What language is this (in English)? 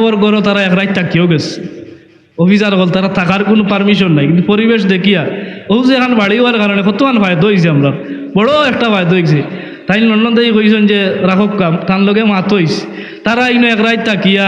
Sylheti